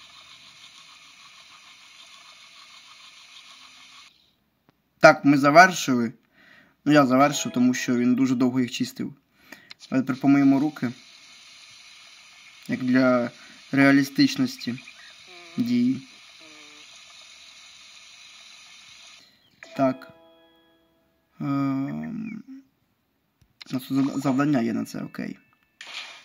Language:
Ukrainian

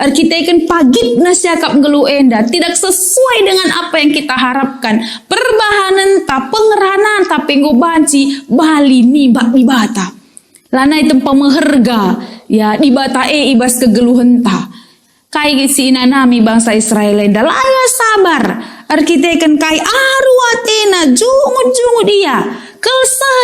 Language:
Batak Karo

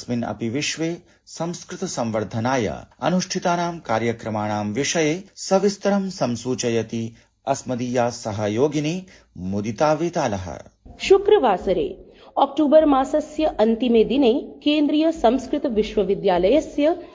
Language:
Sanskrit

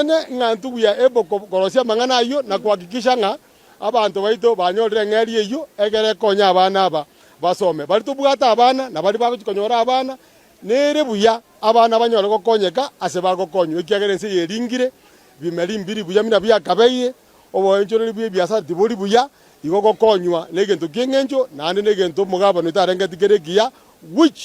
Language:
Gusii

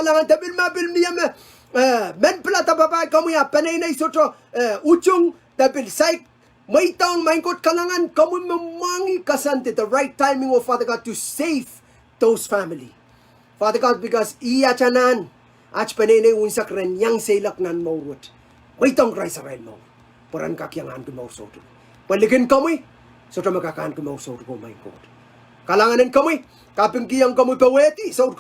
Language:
Pohnpeian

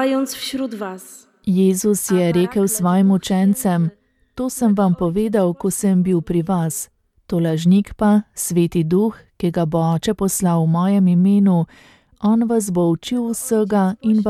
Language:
Slovenian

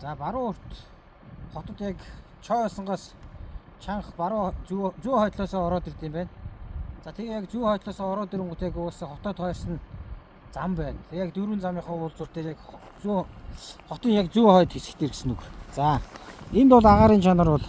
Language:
Mongolian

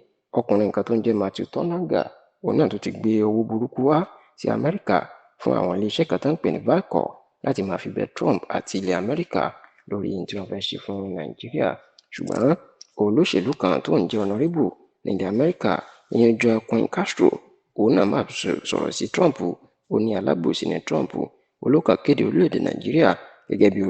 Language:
Yoruba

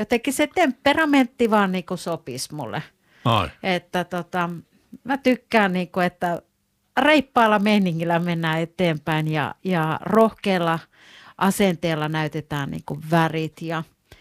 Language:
Finnish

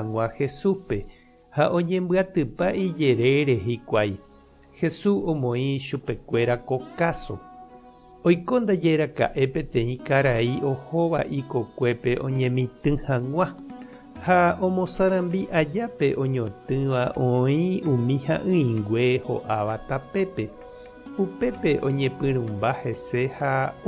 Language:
Guarani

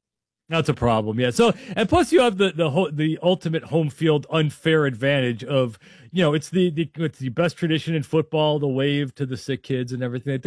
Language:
English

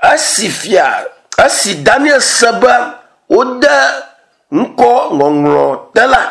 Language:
Ewe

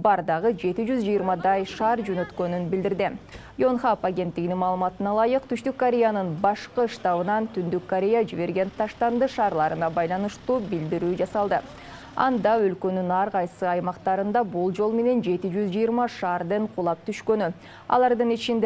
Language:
Kyrgyz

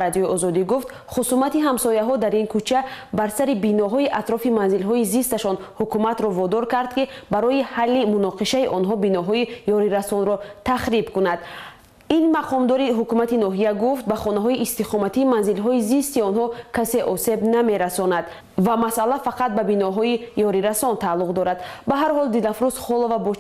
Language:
Tajik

